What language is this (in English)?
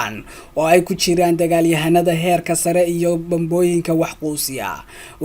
Somali